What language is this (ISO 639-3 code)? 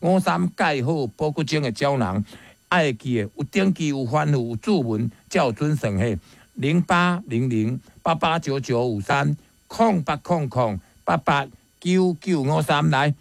nan